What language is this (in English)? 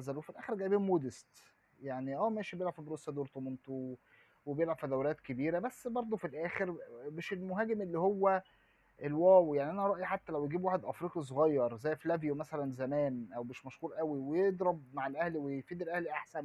Egyptian Arabic